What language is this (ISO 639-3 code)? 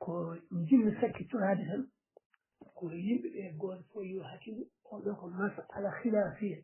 ful